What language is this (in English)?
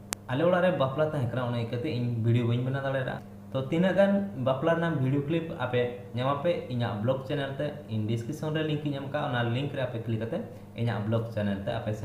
Santali